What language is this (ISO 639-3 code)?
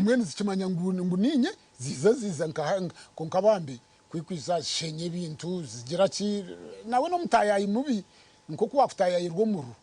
nyn